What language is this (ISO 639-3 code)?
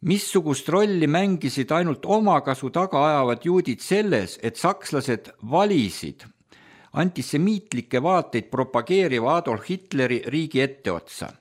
est